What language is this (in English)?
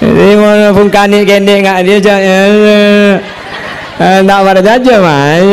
Madurese